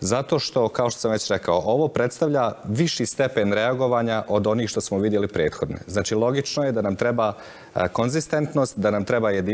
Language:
Bosnian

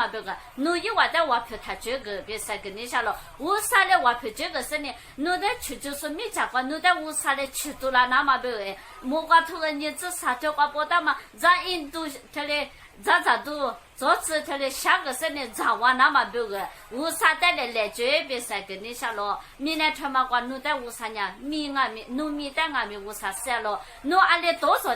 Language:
Lisu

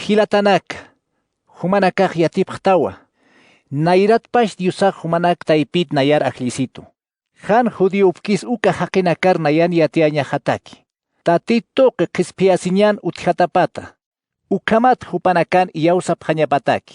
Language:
Aymara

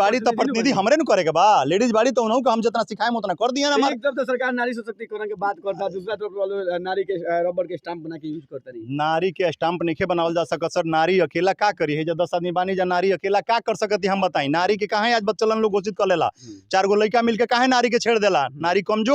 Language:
Bhojpuri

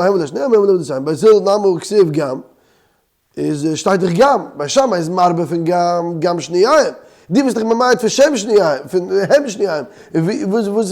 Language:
Yiddish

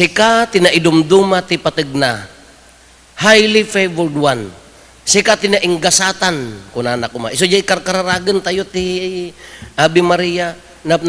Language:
Iloko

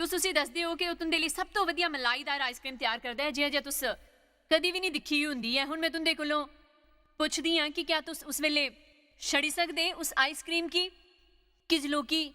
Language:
Dogri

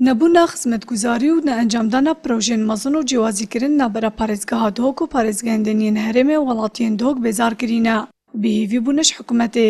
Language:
Kurdish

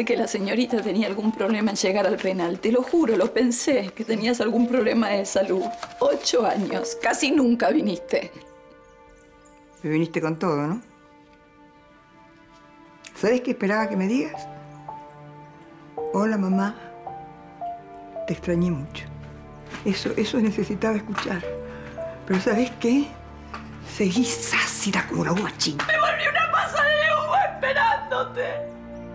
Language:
Spanish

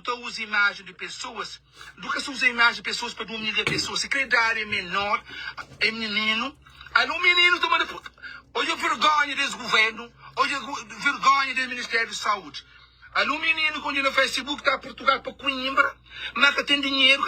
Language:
Kabuverdianu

